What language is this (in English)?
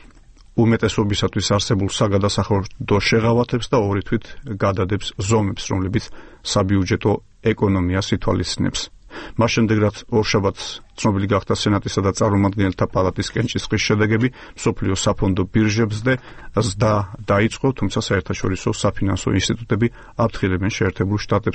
Georgian